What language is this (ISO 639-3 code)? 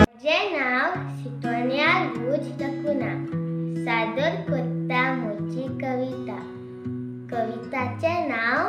kok